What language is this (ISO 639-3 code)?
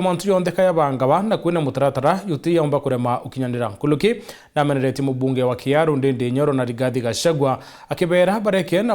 mer